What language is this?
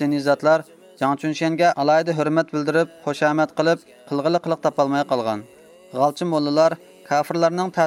Uyghur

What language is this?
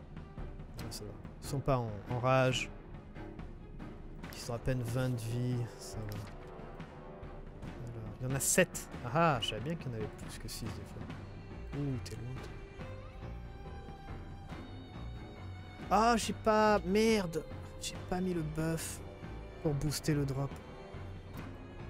French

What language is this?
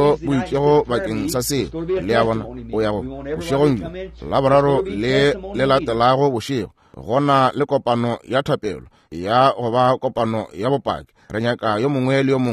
Northern Sotho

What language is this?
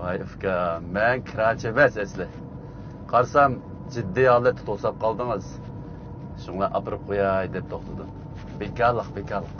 Uyghur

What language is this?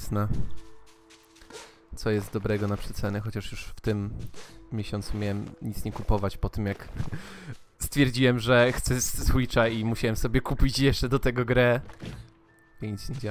Polish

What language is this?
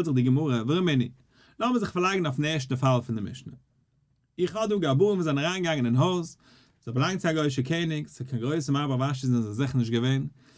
Yiddish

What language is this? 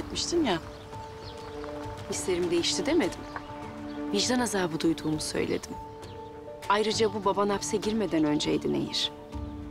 Turkish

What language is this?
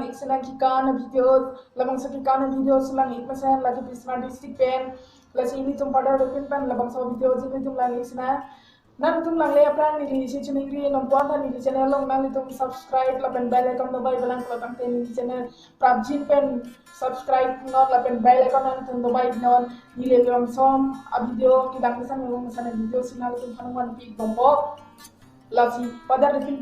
Karbi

